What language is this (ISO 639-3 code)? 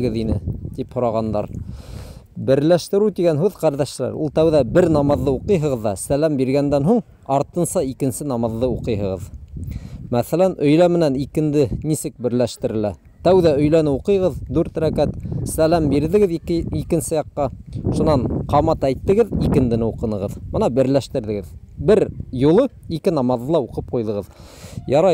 bak